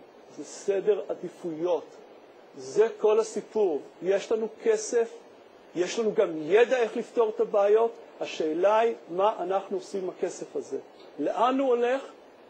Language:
Hebrew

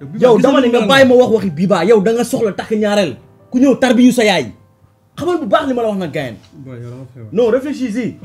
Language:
Wolof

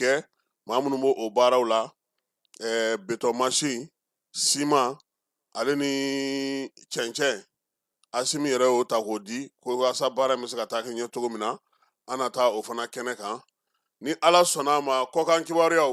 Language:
Bambara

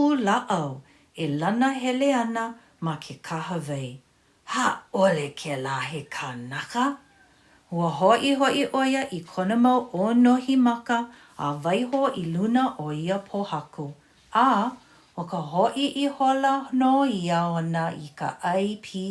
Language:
Hawaiian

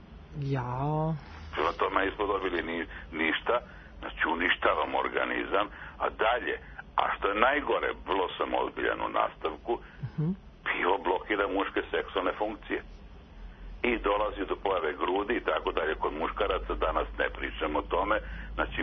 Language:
Serbian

